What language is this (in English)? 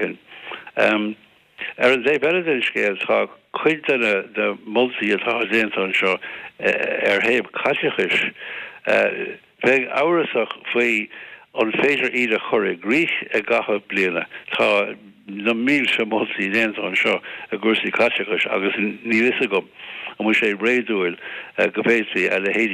Irish